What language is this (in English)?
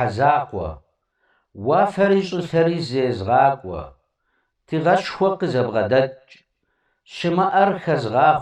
Kabardian